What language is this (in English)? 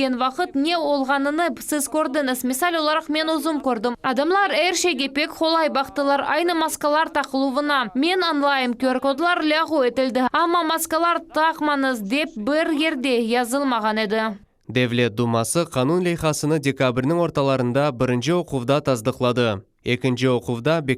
Crimean Tatar